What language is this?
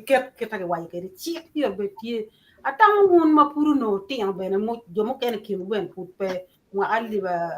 Acoli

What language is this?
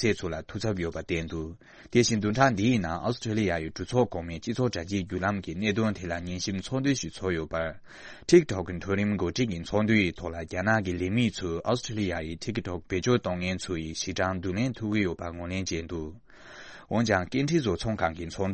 Tibetan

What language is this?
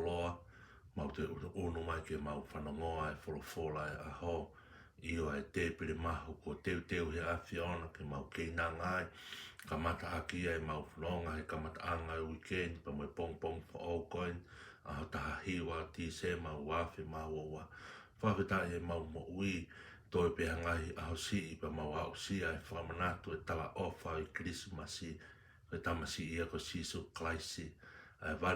Tongan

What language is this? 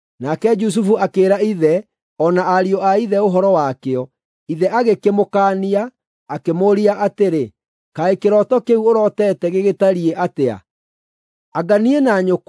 Kikuyu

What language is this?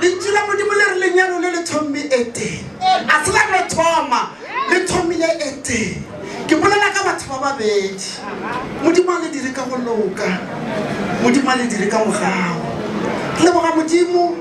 Northern Sotho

